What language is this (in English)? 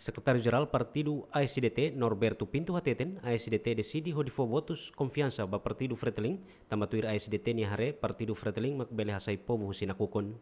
Tetum